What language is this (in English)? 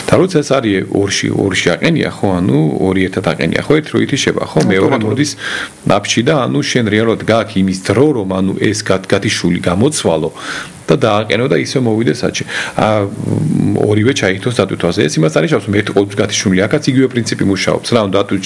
Georgian